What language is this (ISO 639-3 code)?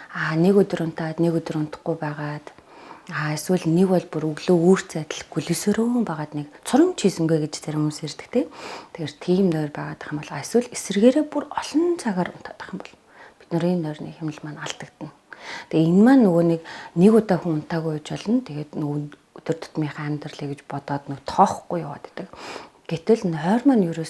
mon